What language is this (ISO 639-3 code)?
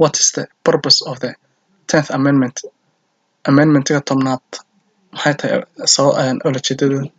som